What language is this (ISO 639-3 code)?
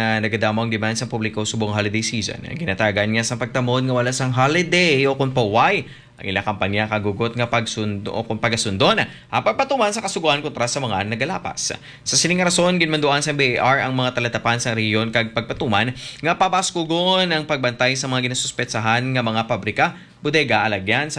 hil